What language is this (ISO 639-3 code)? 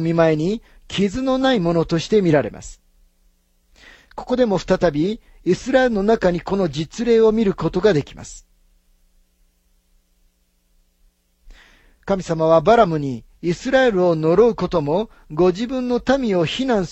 jpn